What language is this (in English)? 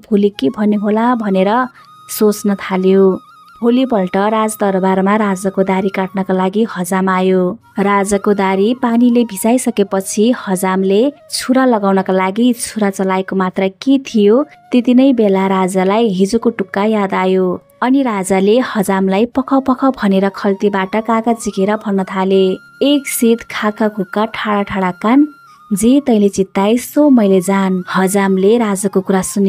Nepali